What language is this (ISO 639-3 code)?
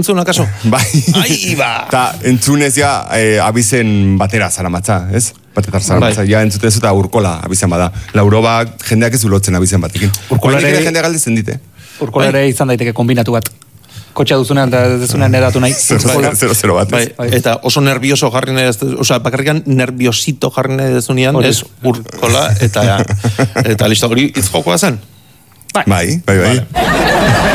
eus